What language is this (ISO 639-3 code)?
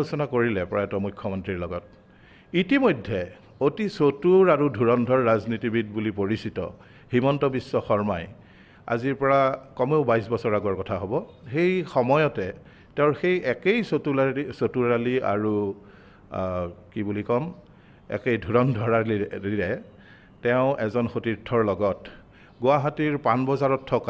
asm